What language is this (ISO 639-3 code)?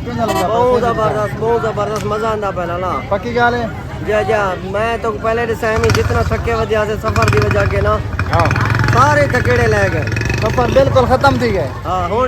skr